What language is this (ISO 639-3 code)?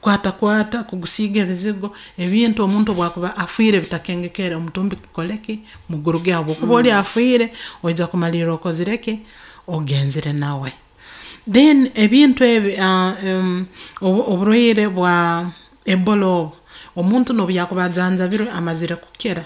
nyo